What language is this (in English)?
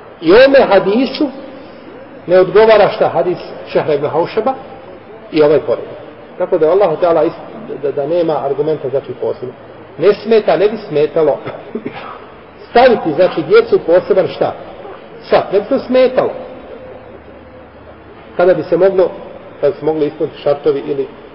Bosnian